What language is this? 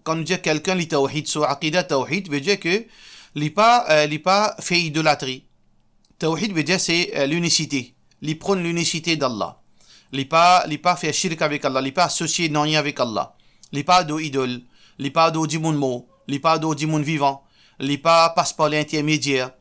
Morisyen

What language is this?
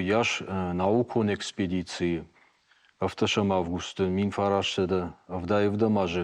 Ossetic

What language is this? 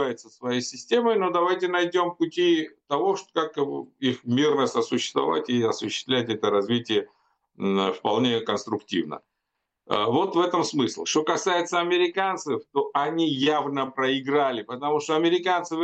Russian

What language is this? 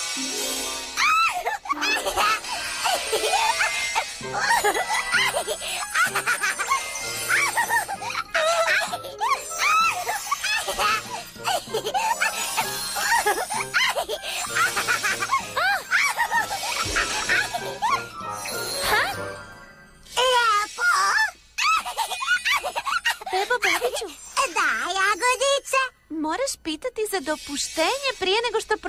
Croatian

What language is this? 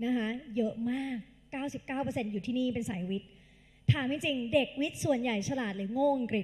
Thai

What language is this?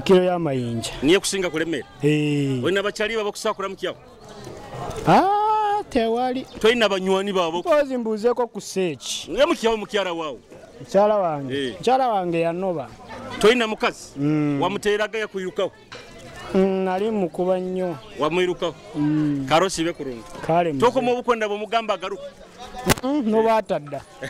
Nyoro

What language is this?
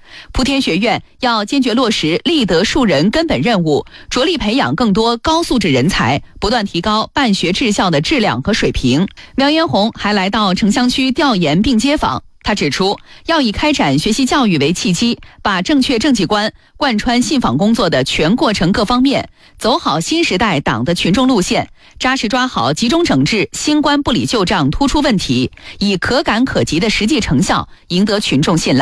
Chinese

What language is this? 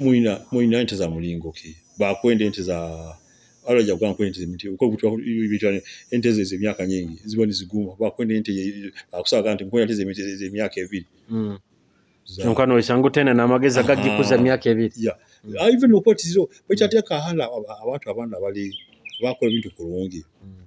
Nyoro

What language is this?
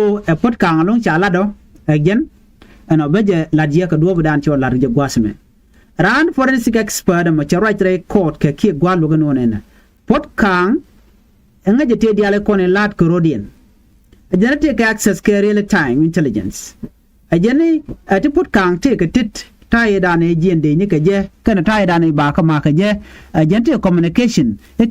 Nuer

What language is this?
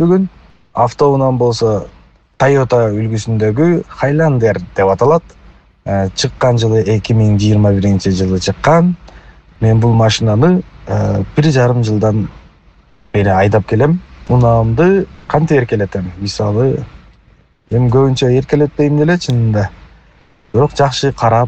Kyrgyz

